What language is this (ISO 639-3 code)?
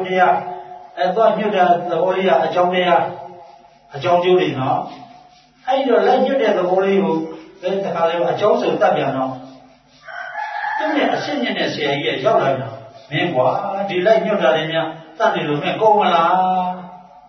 mya